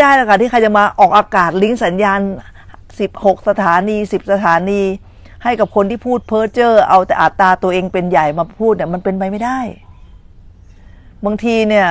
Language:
Thai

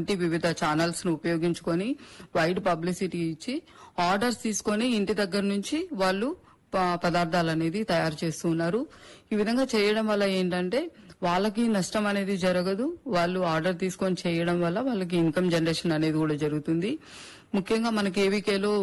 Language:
Telugu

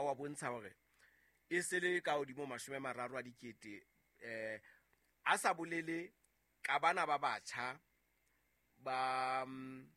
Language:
Southern Sotho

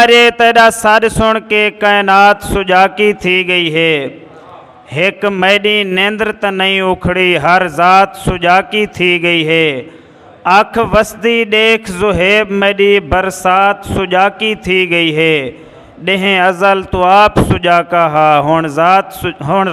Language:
Saraiki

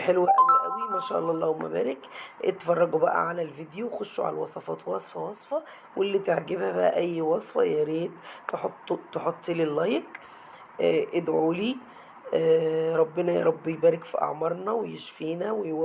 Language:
Egyptian Arabic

